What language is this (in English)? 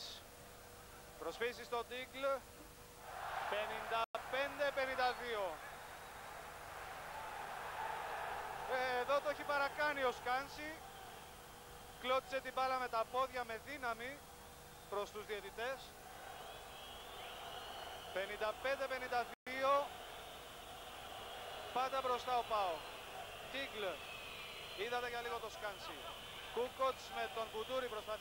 Greek